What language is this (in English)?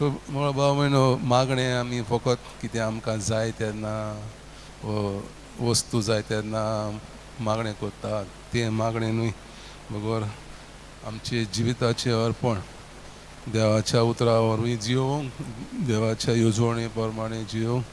Konkani